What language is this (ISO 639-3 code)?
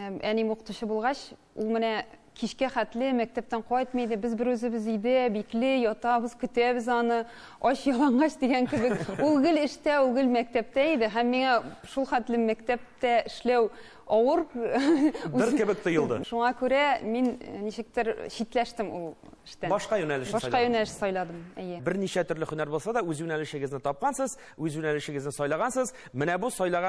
tat